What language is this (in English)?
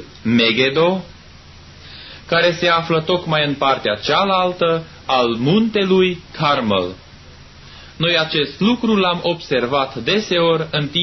Romanian